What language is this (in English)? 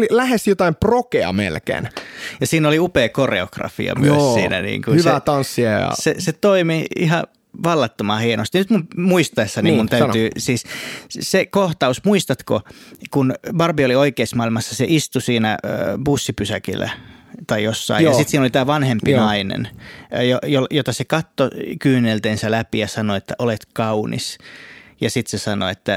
Finnish